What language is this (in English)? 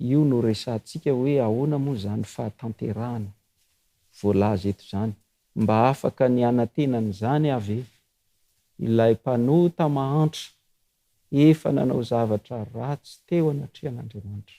Malagasy